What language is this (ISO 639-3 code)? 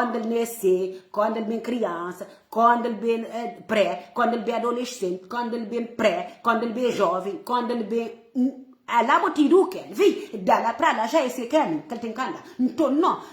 kea